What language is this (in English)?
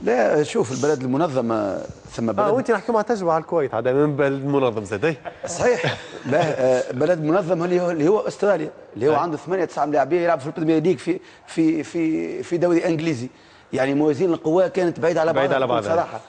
Tunisian Arabic